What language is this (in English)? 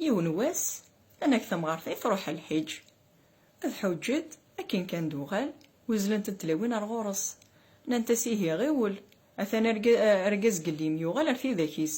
Kabyle